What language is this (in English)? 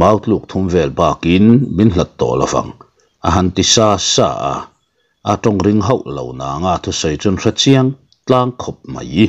Mizo